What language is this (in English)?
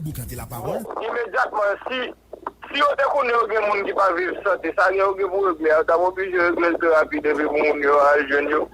Haitian Creole